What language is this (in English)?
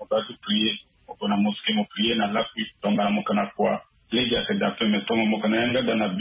Sango